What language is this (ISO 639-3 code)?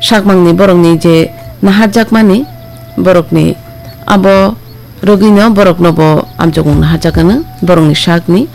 trp